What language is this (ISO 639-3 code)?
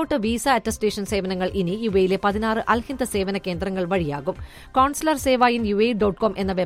mal